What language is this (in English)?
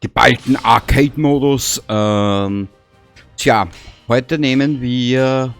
Bavarian